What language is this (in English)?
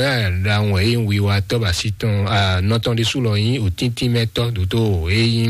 Fon